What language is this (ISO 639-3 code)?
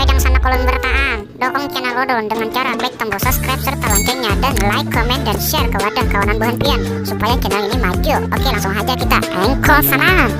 bjn